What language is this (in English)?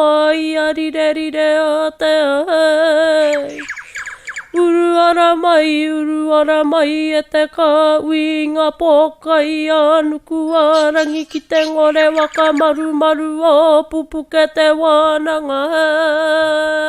Māori